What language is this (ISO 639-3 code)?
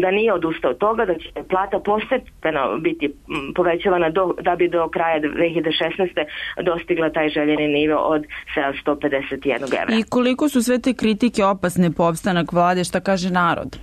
srp